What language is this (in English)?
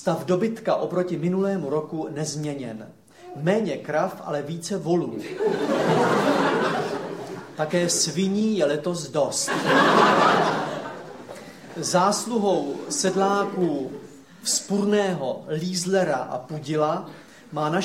Czech